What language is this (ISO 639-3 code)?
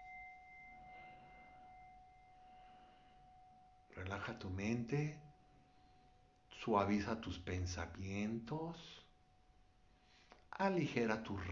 spa